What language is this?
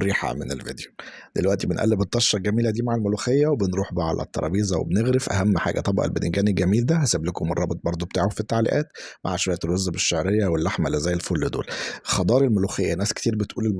Egyptian Arabic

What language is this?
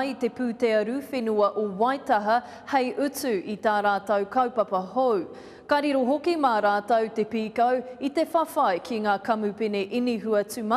Māori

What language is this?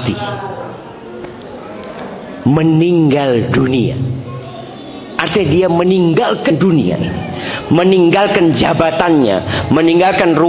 Indonesian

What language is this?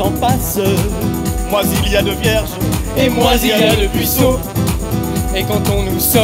French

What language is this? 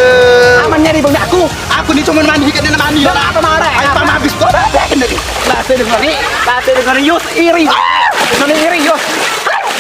Musi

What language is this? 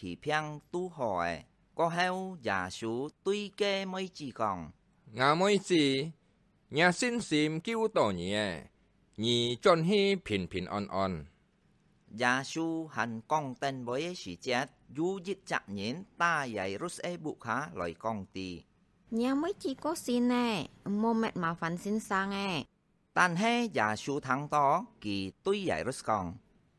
Hakka Chinese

